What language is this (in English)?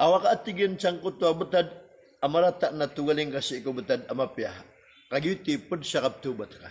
Maranao